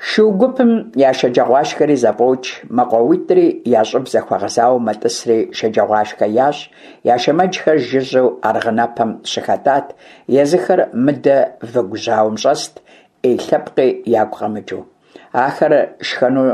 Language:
Kabardian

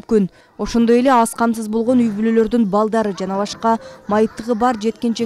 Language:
Kyrgyz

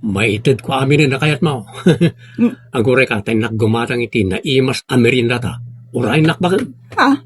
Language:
Iloko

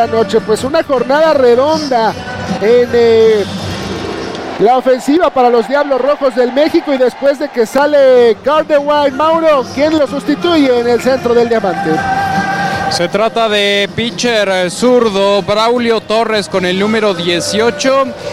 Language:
Spanish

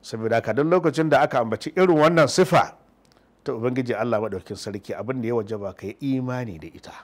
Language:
Hausa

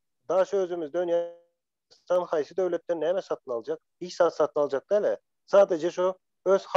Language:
Turkmen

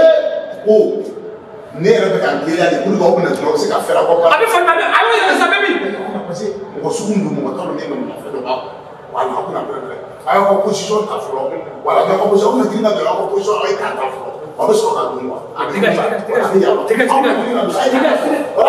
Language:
Bambara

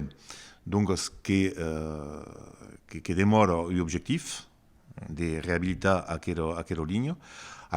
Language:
Occitan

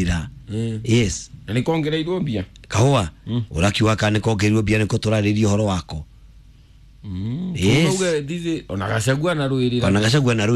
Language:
Kikuyu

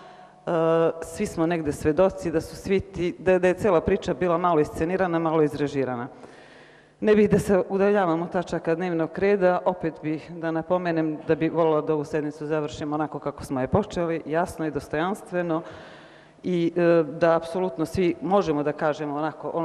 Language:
Serbian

